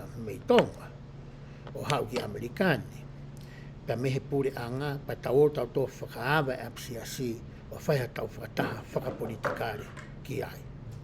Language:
Tongan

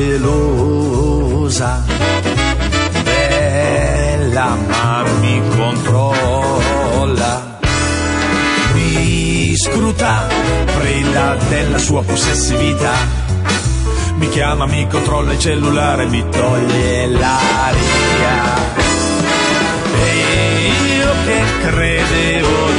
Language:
Italian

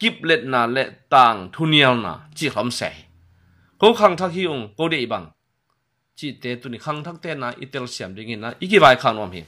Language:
Tedim Chin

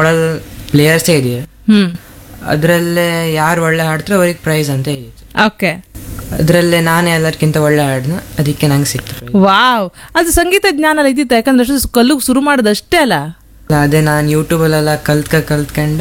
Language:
Kannada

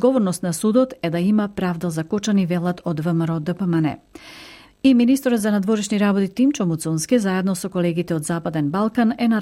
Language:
Macedonian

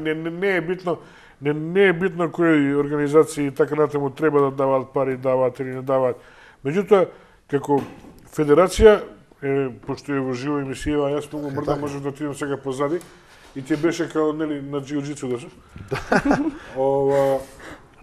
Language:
Macedonian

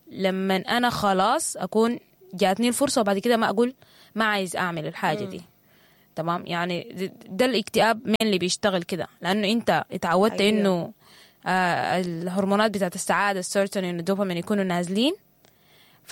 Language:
Sudanese Arabic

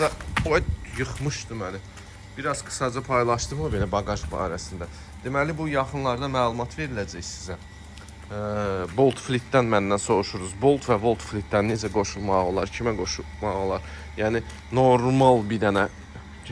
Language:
Azerbaijani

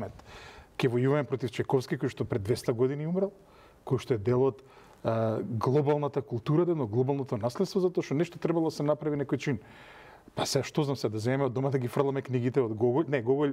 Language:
Macedonian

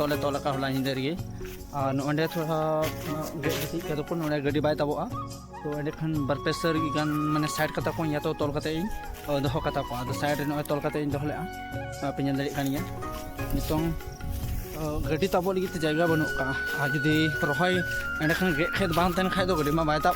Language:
Santali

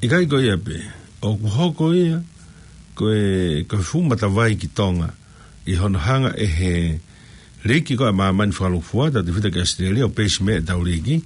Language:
Tongan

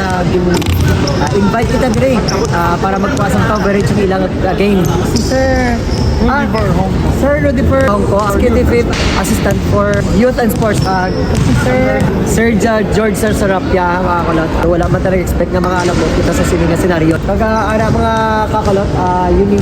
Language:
Hiligaynon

